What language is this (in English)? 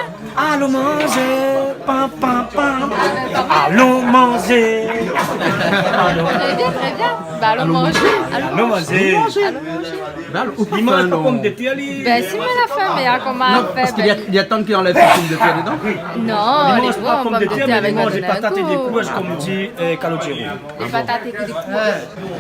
Réunion Creole French